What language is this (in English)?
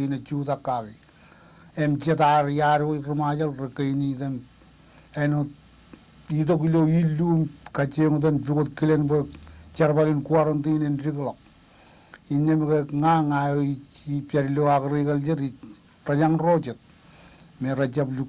Marshallese